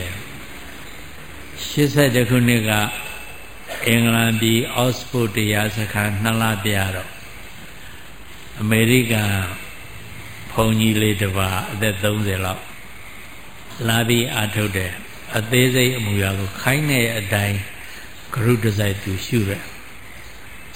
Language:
Burmese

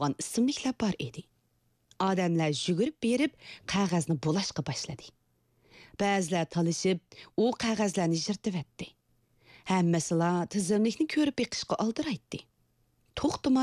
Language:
Uyghur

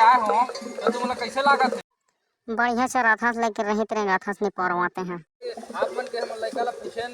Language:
Chhattisgarhi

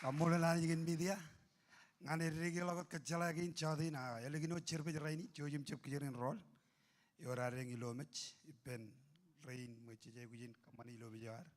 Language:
Marshallese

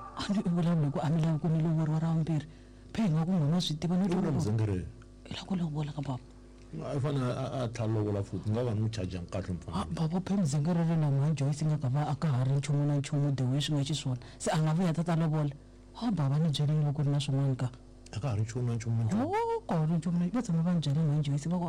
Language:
Tsonga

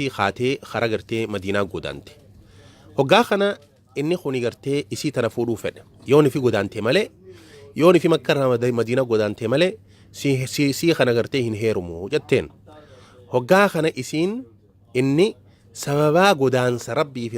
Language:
Oromo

